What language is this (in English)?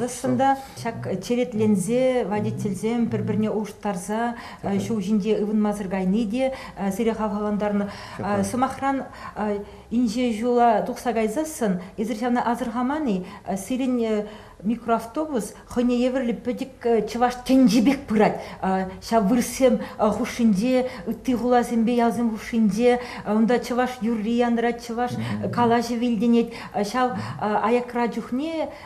Chuvash